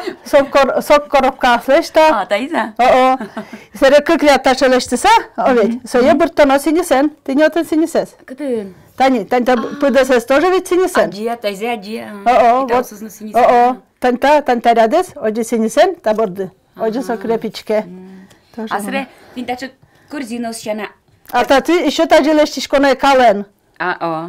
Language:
Udmurt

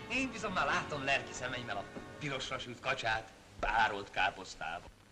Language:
Hungarian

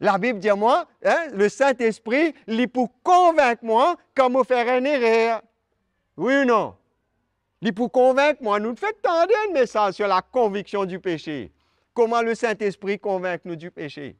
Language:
Morisyen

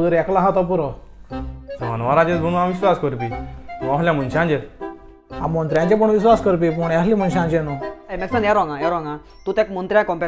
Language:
Konkani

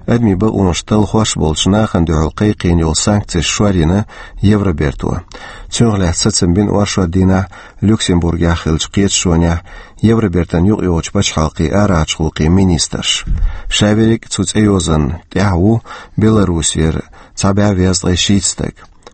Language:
Chechen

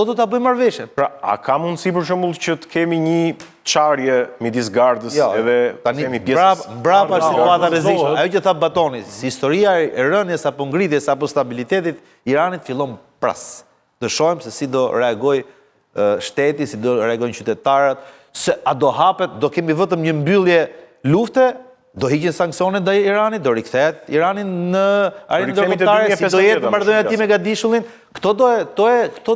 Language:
Albanian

